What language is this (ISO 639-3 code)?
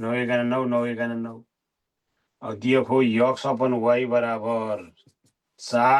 nep